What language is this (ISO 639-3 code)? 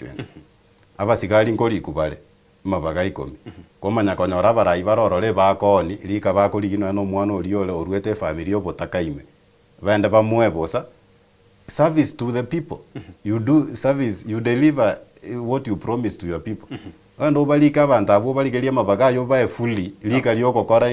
guz